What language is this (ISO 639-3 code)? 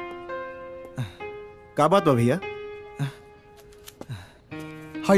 bho